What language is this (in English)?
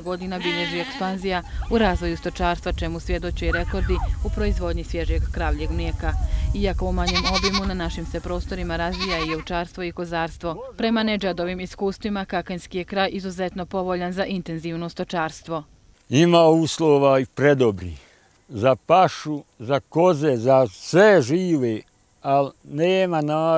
Bosnian